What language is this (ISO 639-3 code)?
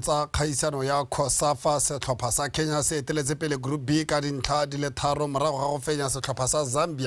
tsn